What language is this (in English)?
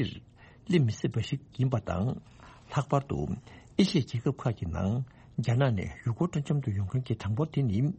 Tibetan